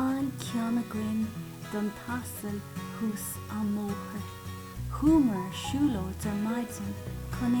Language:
Irish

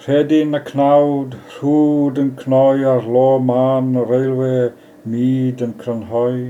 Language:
Welsh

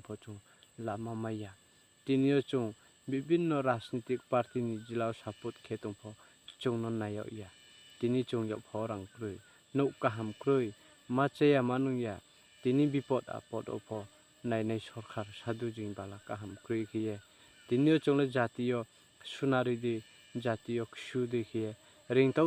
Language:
Riang (India)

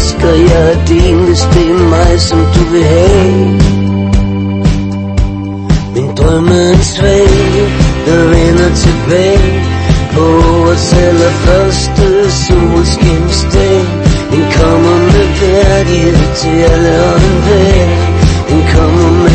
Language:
Danish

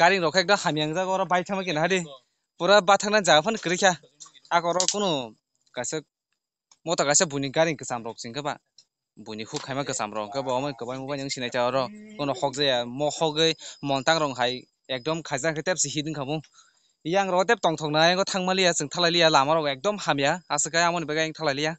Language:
Kok Borok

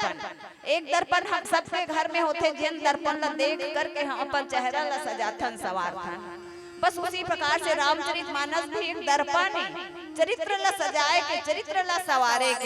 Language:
Chhattisgarhi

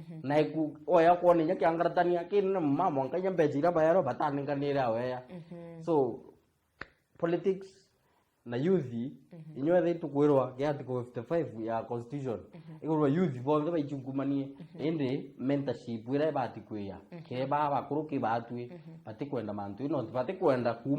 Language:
Meru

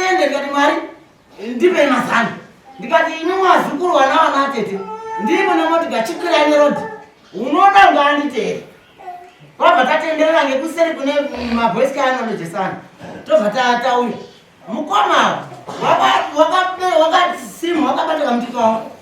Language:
Shona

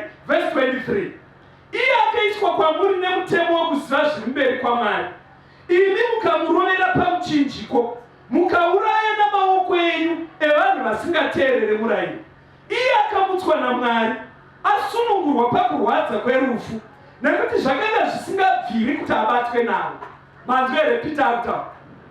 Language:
Shona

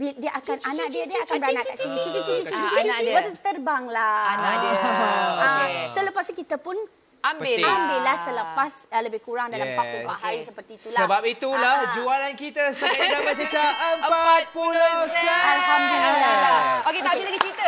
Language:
Malay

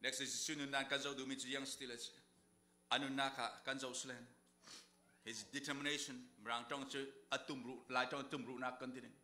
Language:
Falam Chin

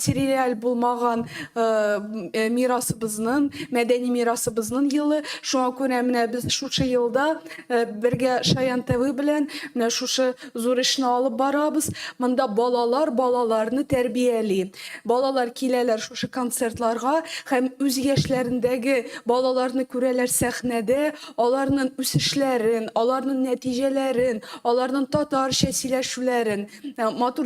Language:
Tatar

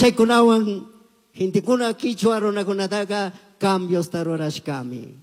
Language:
Chimborazo Highland Quichua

